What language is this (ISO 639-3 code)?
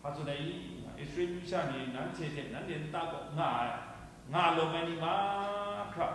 kac